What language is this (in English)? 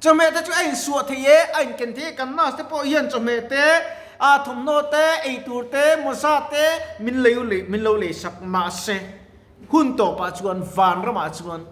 Mizo